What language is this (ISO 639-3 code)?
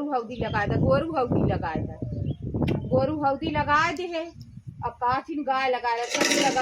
awa